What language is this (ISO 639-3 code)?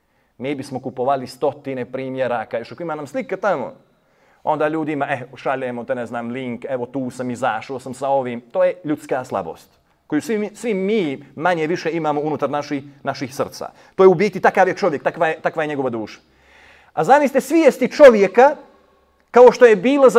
bos